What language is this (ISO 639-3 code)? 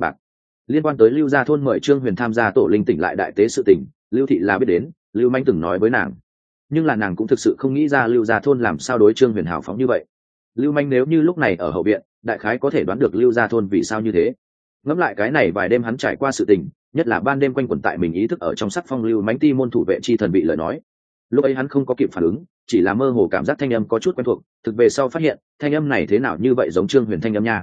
vie